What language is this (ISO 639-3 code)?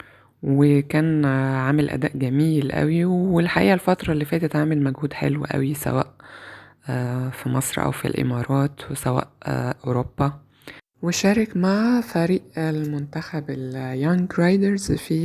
arz